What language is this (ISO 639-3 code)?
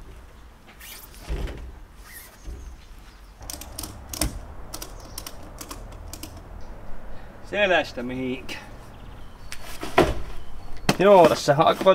fin